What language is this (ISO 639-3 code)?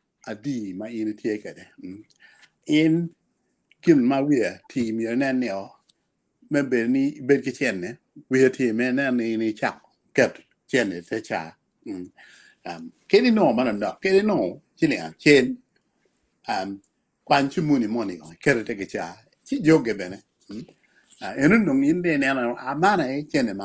ach